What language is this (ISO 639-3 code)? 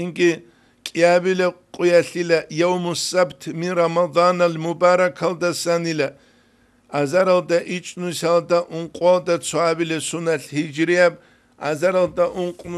ava